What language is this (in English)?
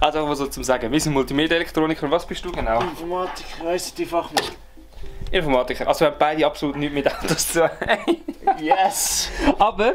Swiss German